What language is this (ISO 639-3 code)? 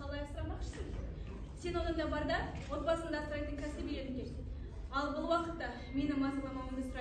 kaz